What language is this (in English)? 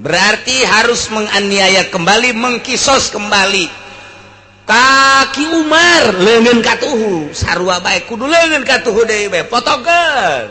Sundanese